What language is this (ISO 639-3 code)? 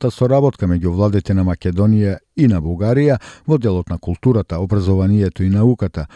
mkd